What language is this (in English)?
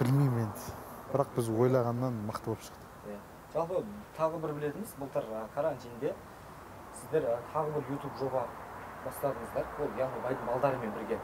Kazakh